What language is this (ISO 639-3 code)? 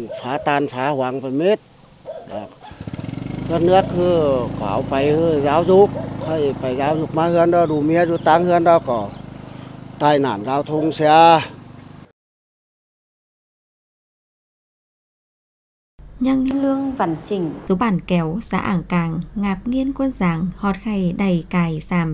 vie